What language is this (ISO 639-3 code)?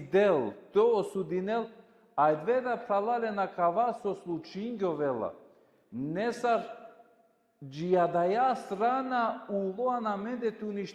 rmn